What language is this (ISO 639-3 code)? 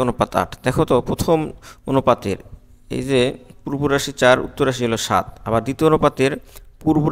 ben